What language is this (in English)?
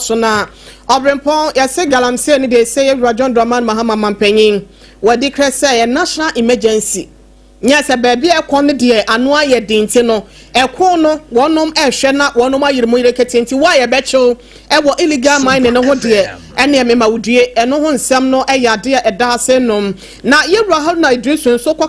Akan